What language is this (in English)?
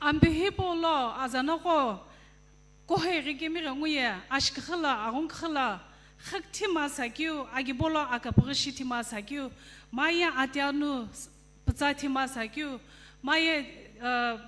Sumi Naga